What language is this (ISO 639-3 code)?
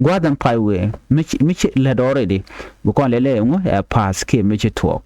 nus